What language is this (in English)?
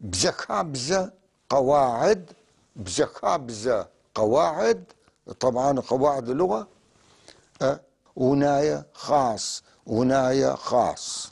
North Levantine Arabic